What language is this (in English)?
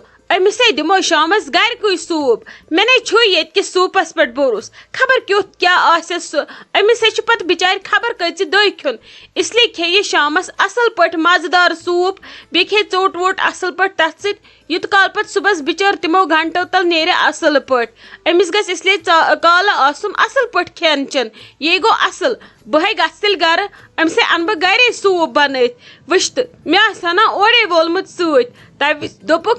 Kashmiri